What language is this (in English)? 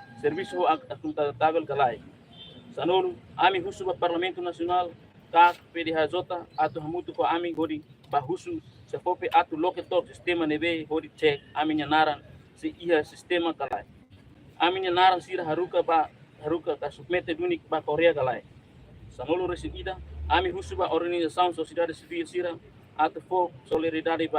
Tetum